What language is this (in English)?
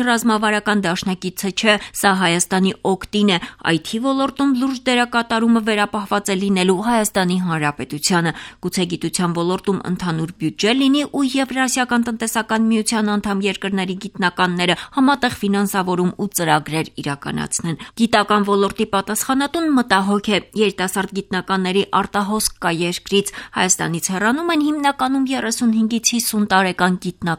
Armenian